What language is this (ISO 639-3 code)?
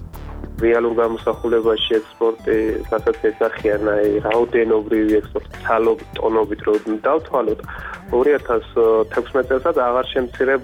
kat